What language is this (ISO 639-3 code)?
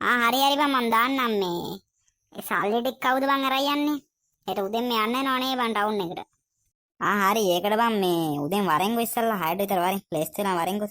sin